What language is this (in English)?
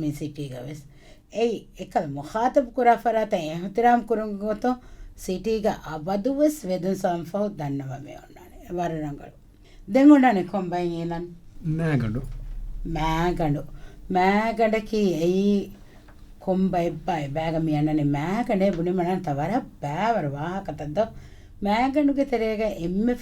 Divehi